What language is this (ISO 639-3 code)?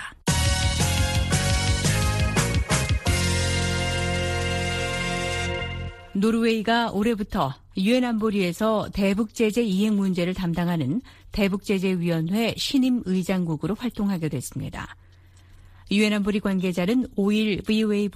kor